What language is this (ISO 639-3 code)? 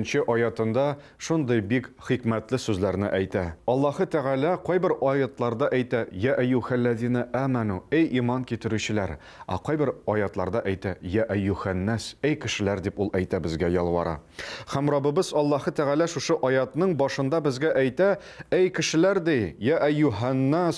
tat